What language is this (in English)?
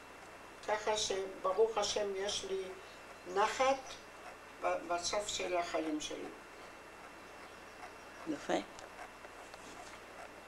Hebrew